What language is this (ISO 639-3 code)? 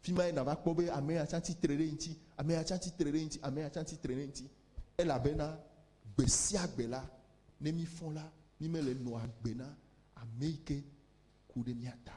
ewe